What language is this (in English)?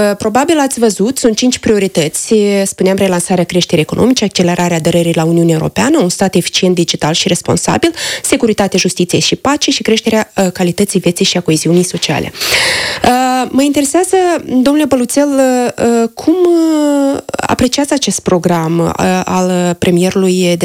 Romanian